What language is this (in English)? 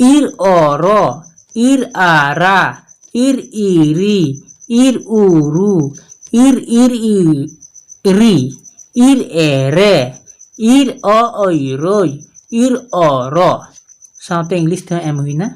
Santali